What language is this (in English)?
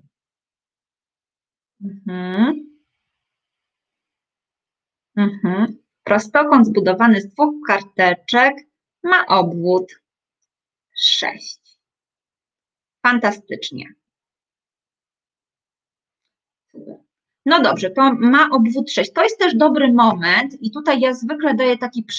Polish